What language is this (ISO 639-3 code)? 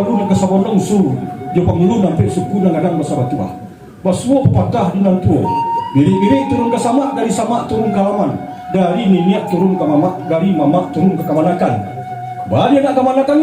min